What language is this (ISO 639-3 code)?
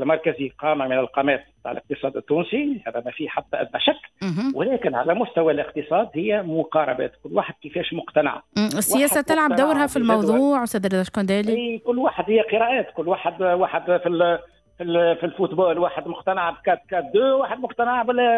aeb